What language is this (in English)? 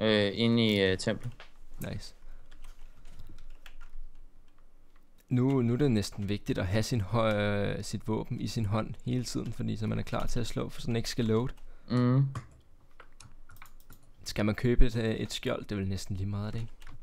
Danish